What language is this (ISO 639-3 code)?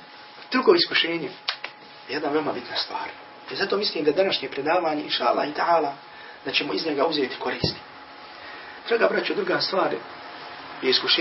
bos